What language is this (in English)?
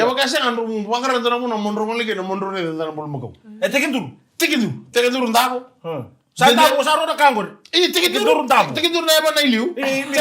Fijian